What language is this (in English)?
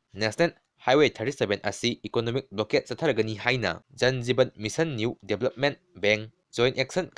Manipuri